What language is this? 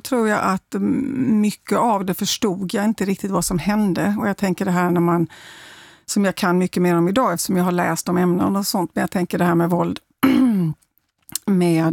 Swedish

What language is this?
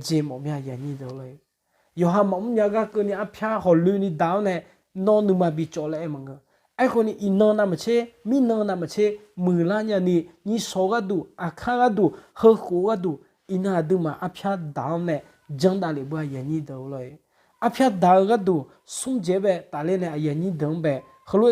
Akha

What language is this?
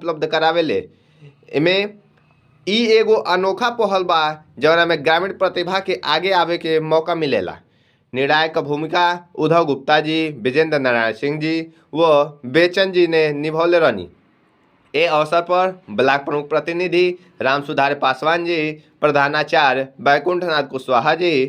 Bhojpuri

